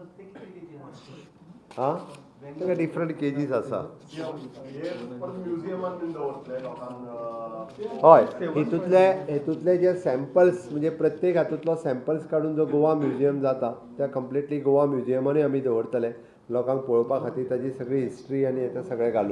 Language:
Konkani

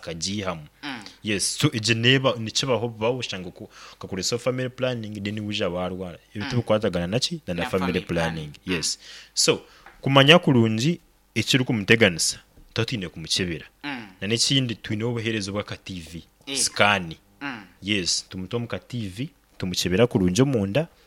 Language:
Nyankole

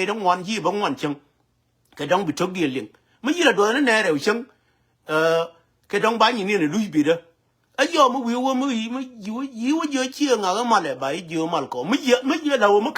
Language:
Nuer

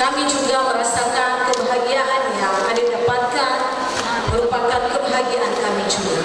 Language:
Nias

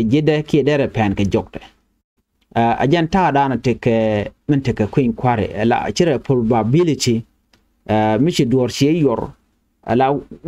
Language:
Nuer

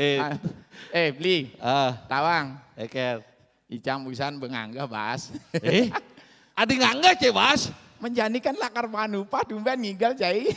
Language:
Balinese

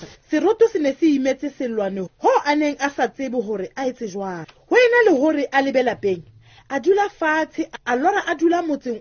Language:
Southern Sotho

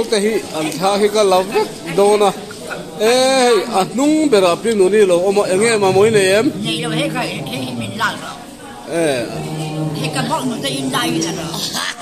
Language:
Mizo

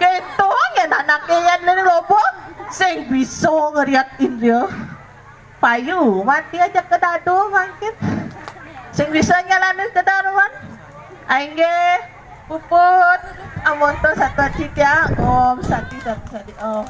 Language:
Balinese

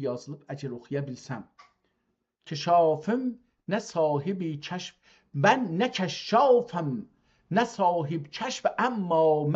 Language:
South Azerbaijani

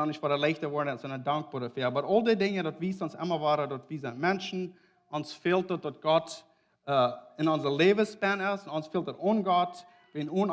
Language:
Plautdietsch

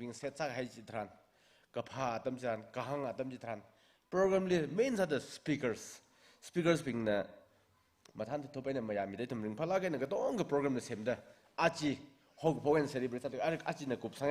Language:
Tangkhul Naga (India)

